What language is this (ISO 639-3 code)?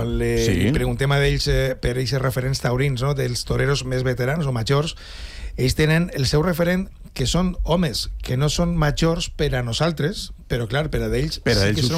cat